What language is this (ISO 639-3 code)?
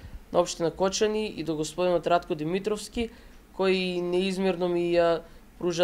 mkd